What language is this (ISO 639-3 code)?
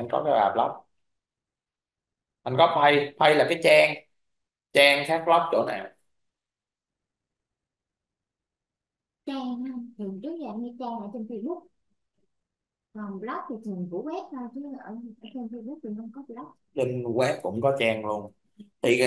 vie